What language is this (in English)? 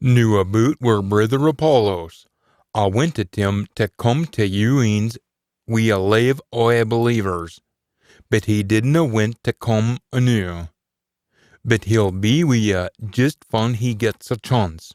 Scots